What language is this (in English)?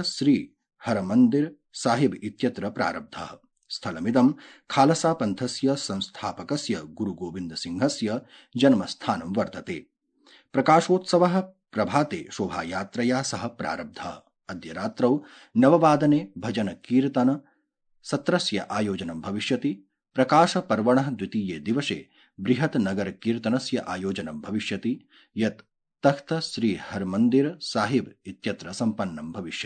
Sanskrit